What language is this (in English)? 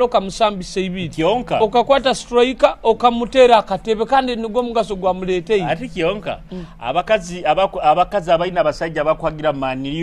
Nyoro